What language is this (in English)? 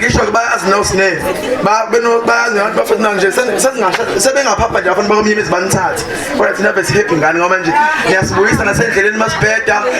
Zulu